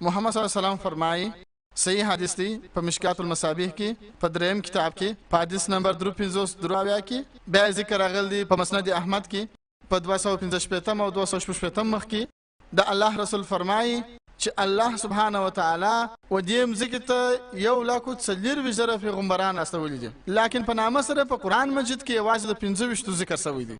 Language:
Pashto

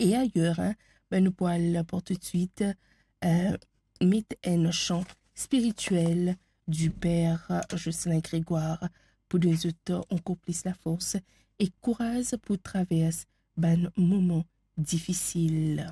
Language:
Morisyen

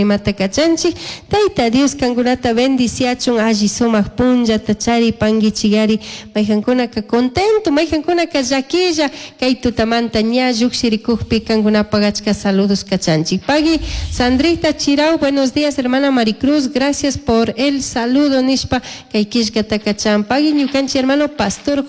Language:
Chimborazo Highland Quichua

